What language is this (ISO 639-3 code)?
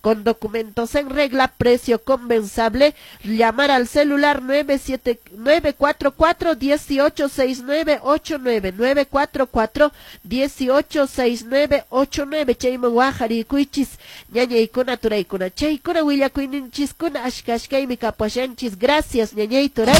que